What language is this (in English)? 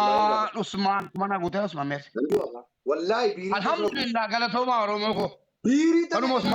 Oromo